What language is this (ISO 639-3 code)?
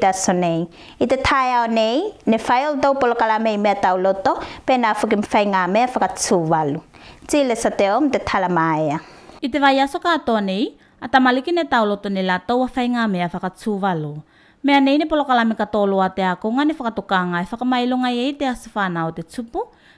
tvl